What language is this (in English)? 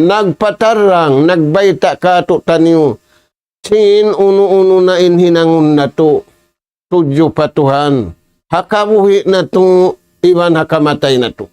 Tausug